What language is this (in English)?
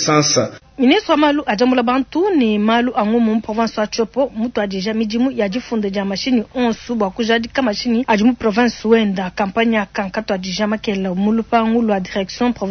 Luba-Lulua